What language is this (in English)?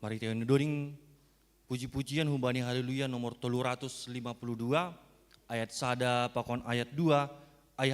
Batak Simalungun